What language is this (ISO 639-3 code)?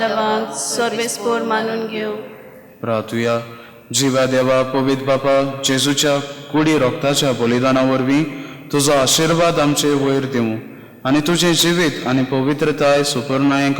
kok